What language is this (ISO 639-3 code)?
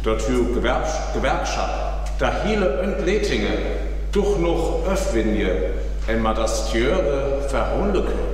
frr